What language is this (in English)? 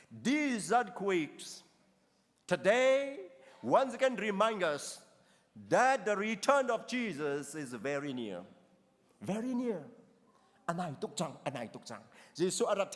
Hakha Chin